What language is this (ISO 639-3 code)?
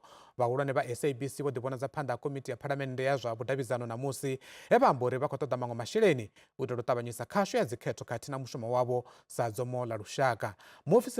ven